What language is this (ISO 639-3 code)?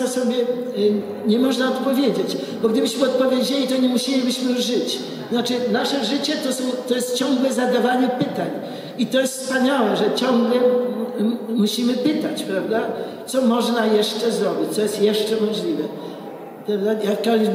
pol